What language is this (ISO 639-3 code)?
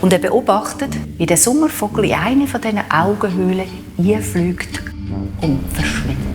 gsw